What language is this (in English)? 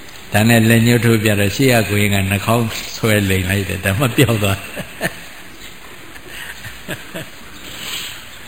Burmese